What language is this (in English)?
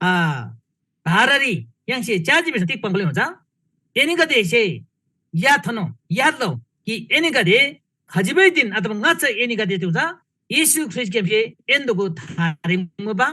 Eastern Tamang